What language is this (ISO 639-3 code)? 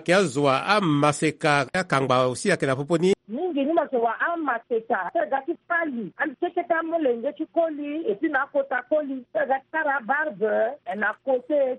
sag